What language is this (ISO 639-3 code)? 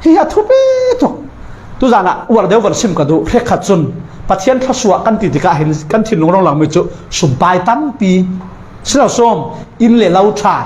cfm